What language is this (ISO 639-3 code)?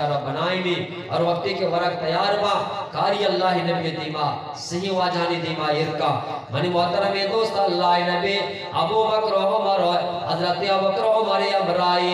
bgp